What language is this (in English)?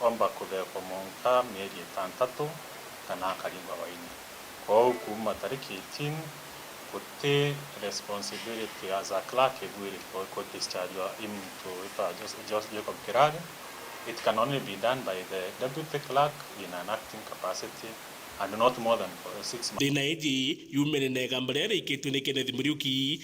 Meru